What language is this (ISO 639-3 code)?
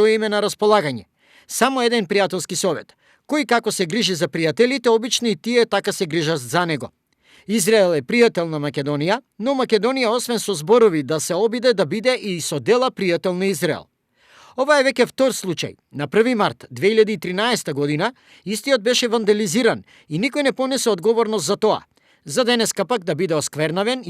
mkd